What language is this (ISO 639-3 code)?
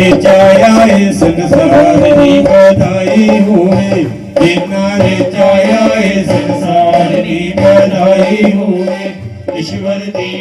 doi